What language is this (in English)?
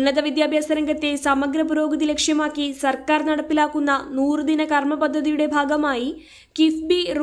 Malayalam